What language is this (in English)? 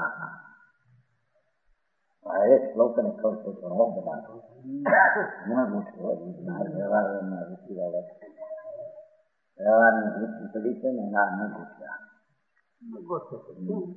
Gujarati